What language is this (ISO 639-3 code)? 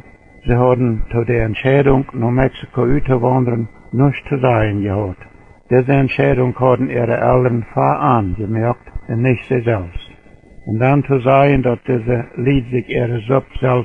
pdt